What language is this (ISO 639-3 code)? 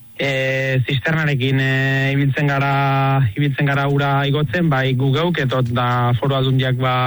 eus